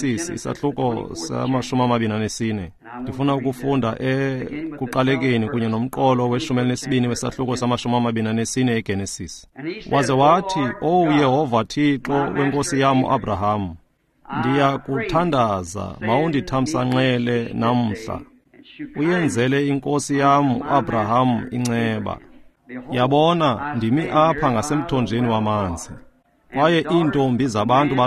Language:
Xhosa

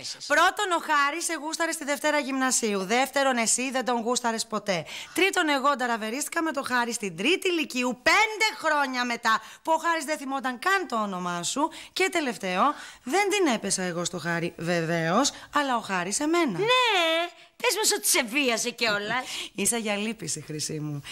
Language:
Greek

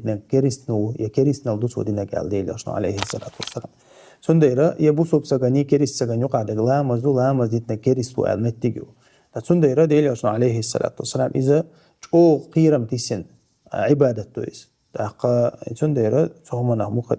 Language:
Chechen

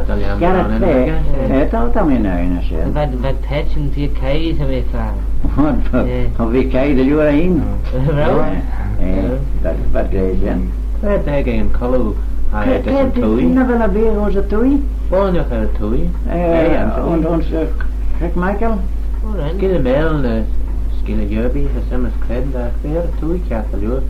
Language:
Manx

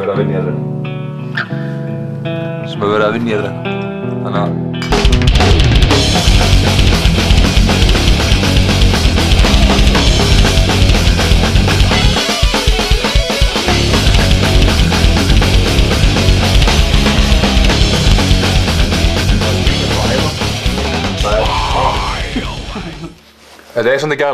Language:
Icelandic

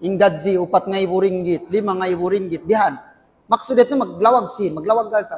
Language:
Tausug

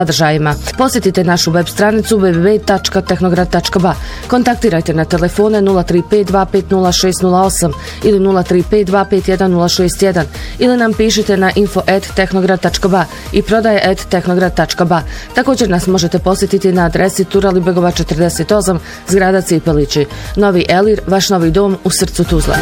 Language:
Bosnian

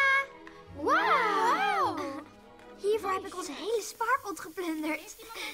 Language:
Dutch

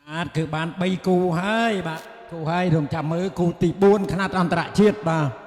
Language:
Khmer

